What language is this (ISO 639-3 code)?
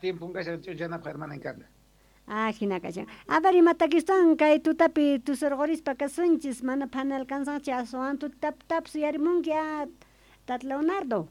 quh